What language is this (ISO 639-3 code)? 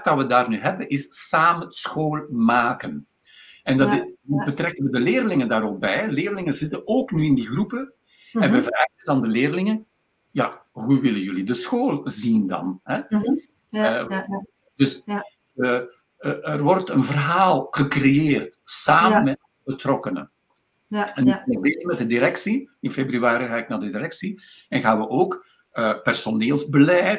nld